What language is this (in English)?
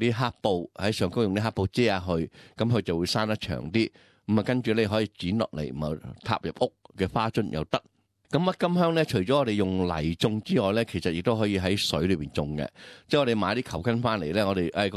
Cantonese